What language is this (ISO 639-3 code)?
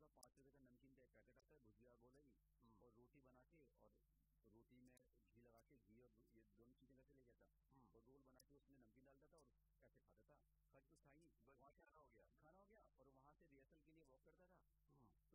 hin